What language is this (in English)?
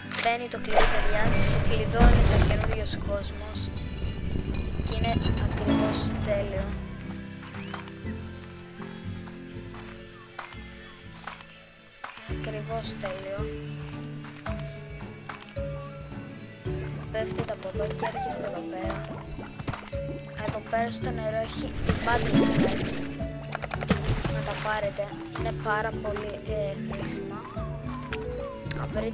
Greek